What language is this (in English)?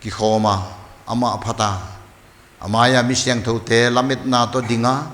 Paite Chin